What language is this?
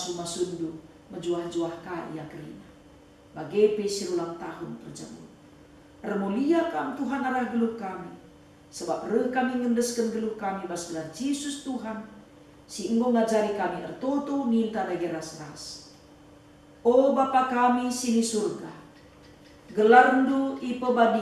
Batak Karo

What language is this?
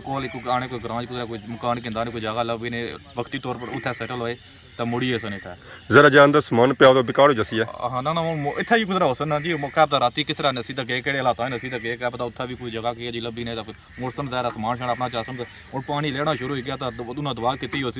Pahari-Potwari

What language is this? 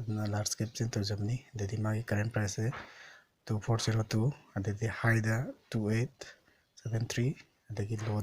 Manipuri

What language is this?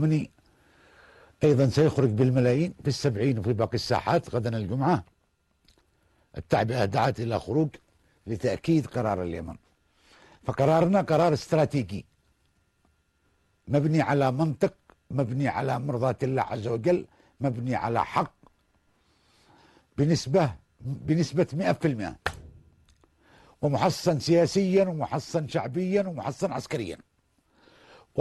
Arabic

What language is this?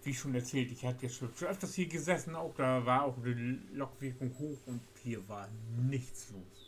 Low German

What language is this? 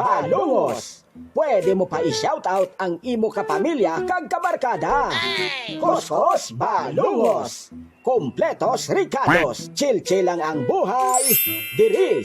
Hiligaynon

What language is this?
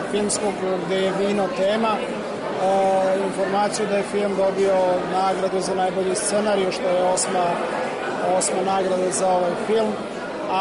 Serbian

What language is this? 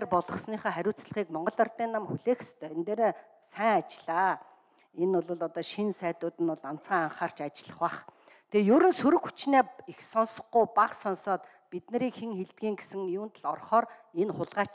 Mongolian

